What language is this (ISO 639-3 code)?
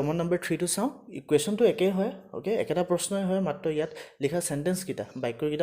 asm